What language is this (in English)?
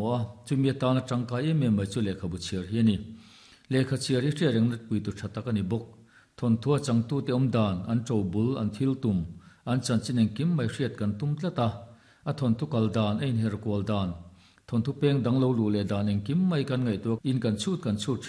Mizo